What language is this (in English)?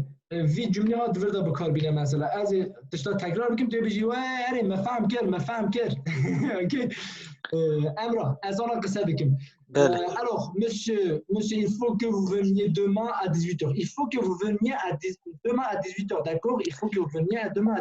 Kurdish